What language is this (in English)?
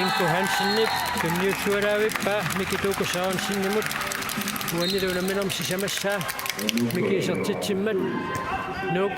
Kalaallisut